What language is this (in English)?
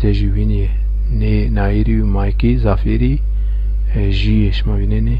Zaza